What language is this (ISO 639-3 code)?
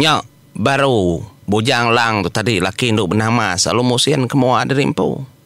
iba